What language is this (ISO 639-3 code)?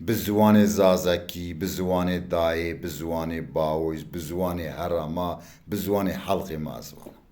zza